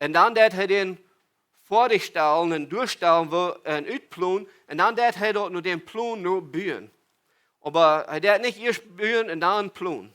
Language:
Plautdietsch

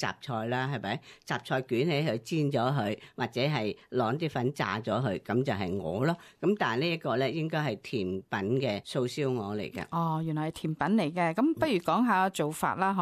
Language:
Cantonese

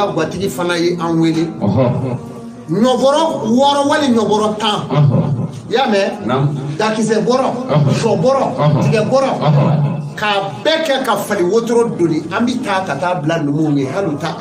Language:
Bambara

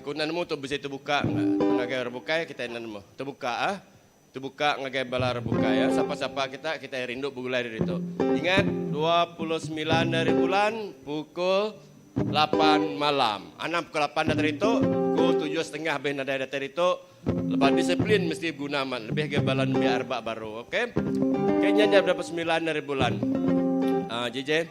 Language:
Iban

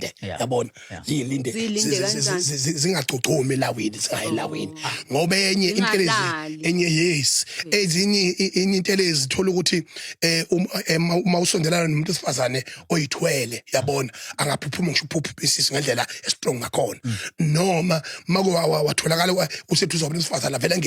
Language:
Zulu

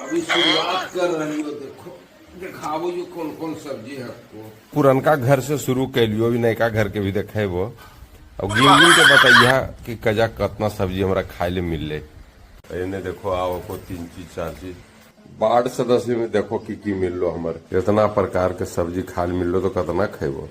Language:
Magahi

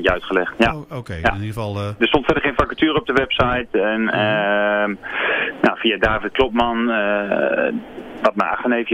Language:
Dutch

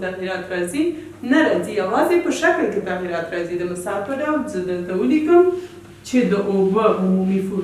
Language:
Pashto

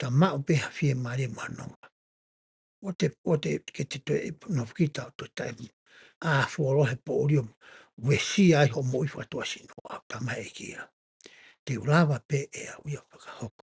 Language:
Tongan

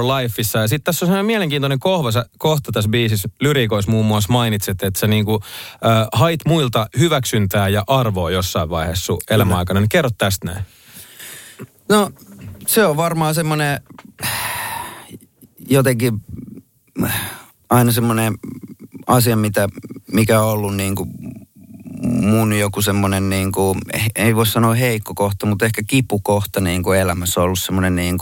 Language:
Finnish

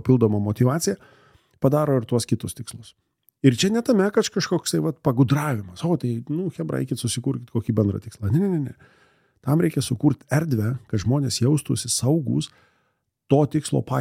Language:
Lithuanian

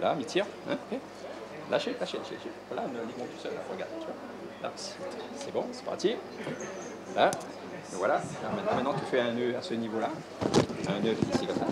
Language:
Réunion Creole French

